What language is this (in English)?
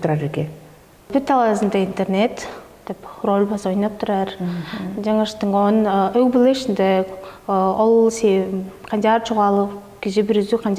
Tuvinian